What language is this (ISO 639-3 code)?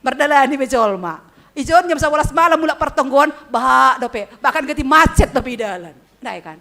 bts